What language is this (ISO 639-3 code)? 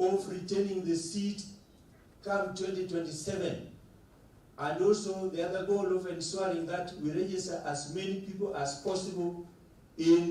kam